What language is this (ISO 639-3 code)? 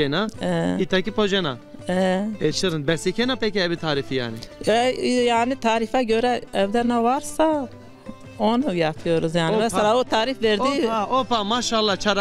zza